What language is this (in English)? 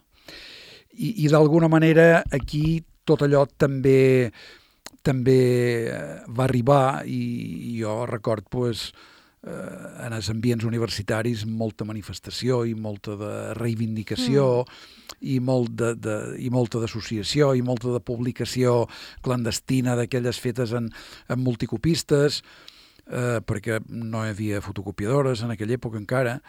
Catalan